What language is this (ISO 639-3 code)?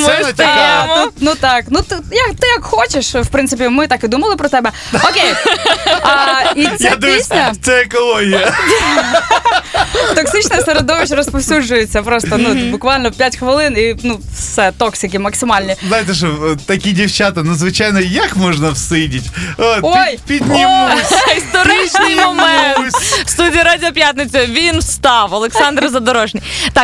ukr